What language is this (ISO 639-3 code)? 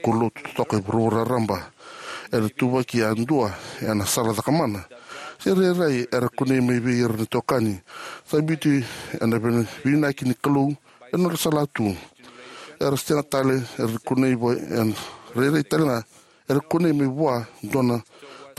fij